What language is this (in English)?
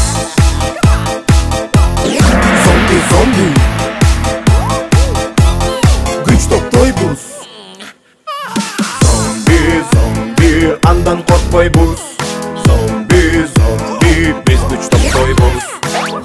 Kyrgyz